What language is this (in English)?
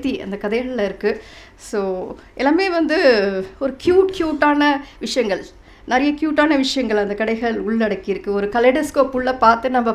Tamil